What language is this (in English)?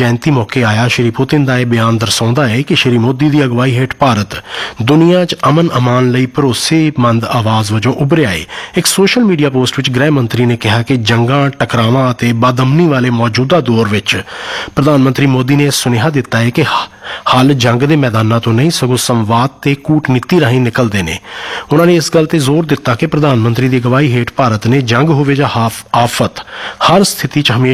Punjabi